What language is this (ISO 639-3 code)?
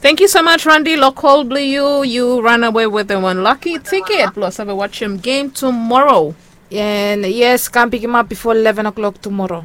bis